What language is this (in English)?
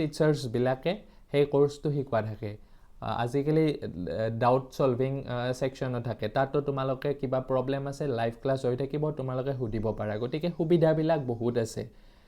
Assamese